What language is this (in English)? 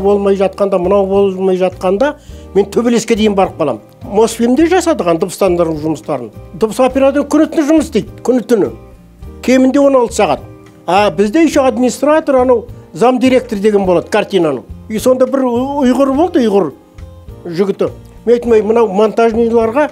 Kazakh